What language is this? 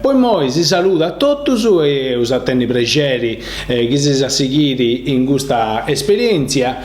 Sardinian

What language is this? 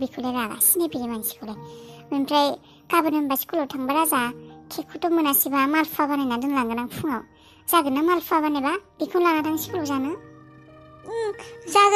Bodo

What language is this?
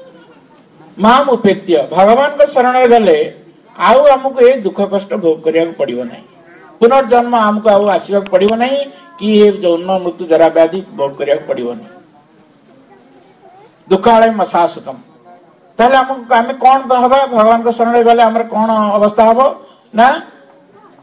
Odia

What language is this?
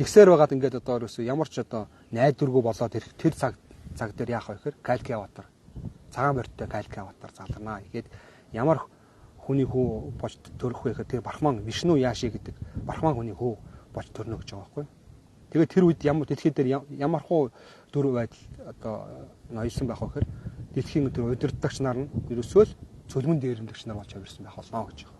Mongolian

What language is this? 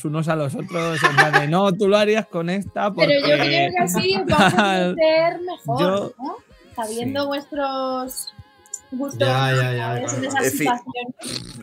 Spanish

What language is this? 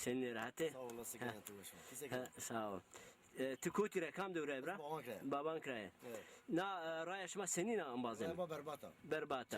Zaza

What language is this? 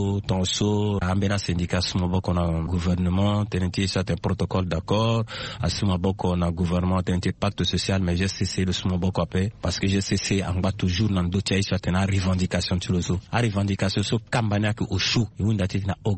Sango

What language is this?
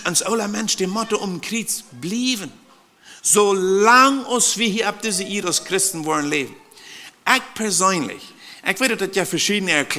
Plautdietsch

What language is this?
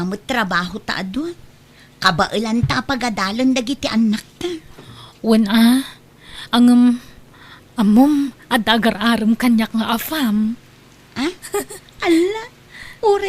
Iloko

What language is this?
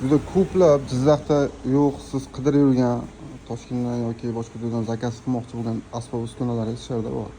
Uzbek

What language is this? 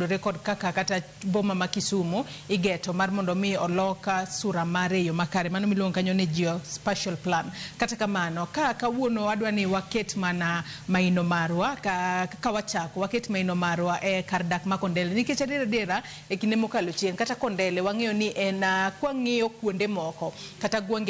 Luo (Kenya and Tanzania)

